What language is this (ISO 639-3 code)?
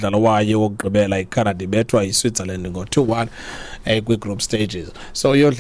xho